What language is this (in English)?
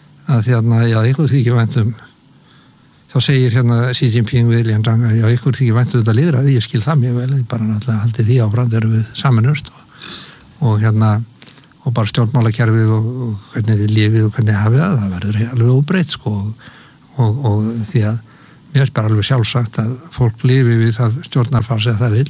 Icelandic